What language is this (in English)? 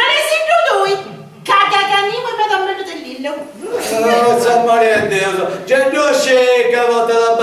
Sardinian